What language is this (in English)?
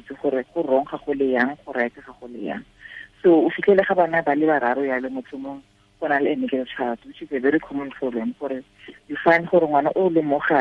Tswana